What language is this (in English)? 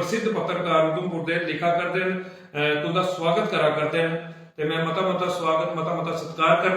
Dogri